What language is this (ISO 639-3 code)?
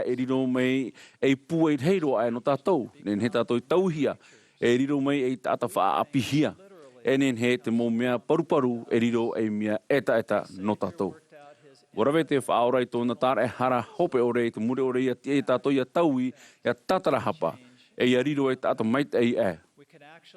tah